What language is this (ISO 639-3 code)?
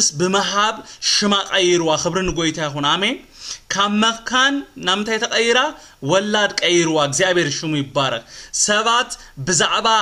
tir